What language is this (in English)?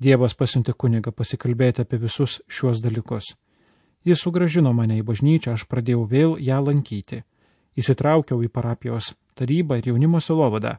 Lithuanian